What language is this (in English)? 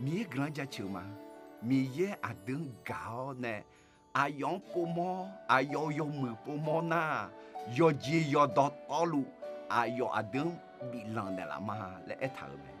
Akha